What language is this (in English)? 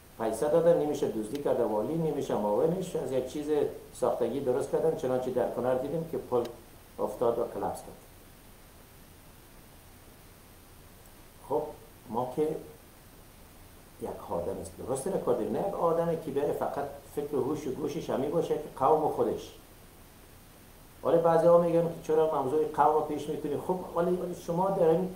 Persian